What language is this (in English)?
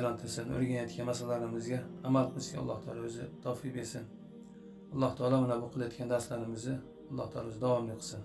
Uzbek